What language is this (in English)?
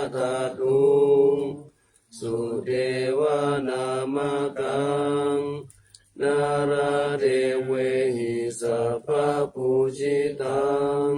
Pali